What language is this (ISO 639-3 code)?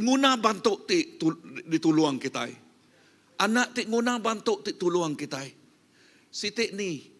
iba